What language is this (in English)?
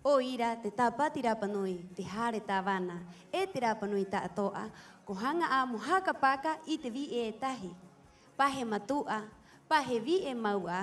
Rapanui